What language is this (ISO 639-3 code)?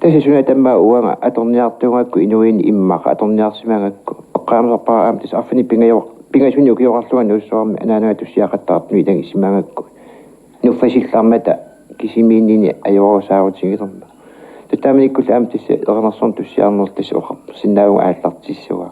kal